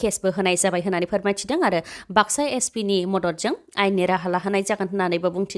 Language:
Bodo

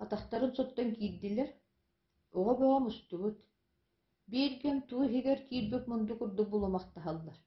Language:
Yakut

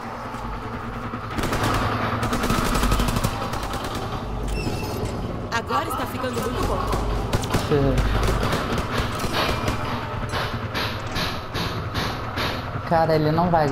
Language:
Portuguese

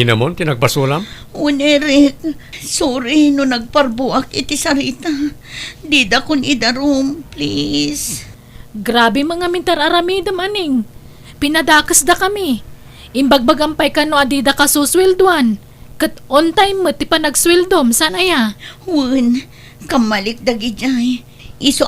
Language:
Iloko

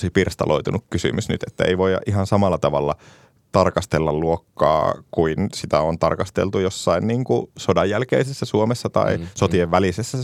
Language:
Finnish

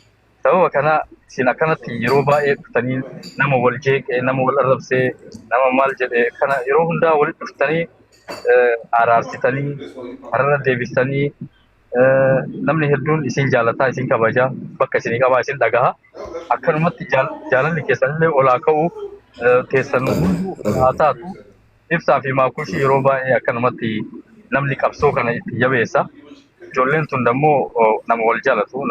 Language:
Oromo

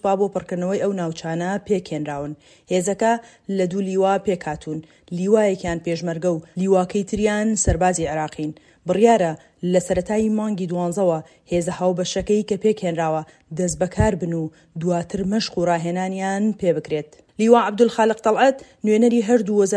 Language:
Central Kurdish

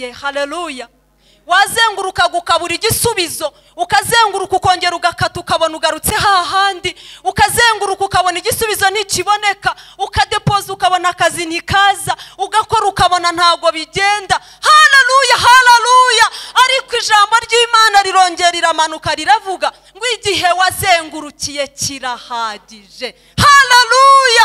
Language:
Kinyarwanda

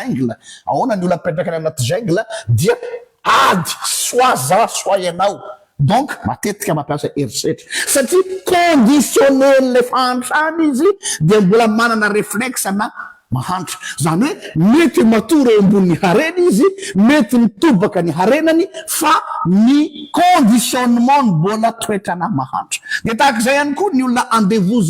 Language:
Malagasy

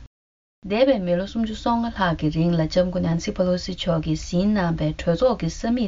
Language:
Tibetan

